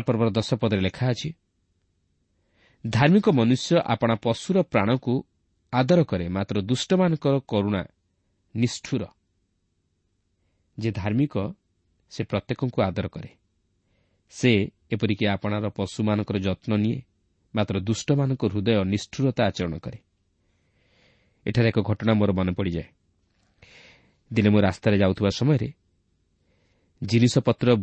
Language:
Odia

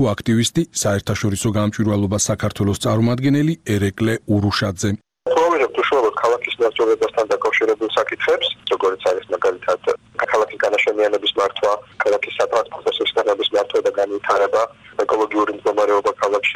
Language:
Georgian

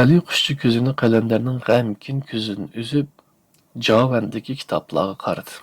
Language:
Uyghur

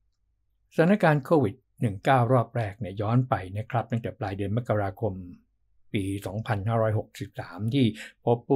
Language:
Thai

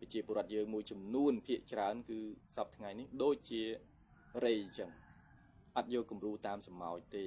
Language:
Khmer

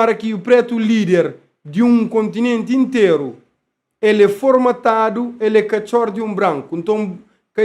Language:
Kabuverdianu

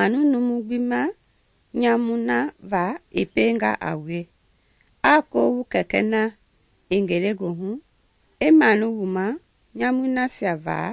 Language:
Mende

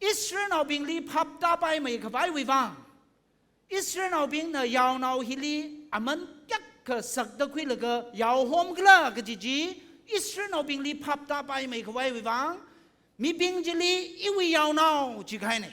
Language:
Tangkhul Naga (India)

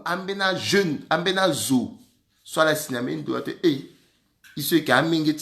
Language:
Sango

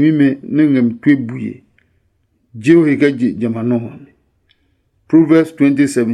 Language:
Adangme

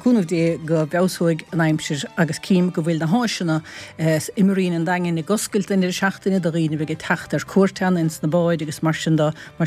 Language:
Irish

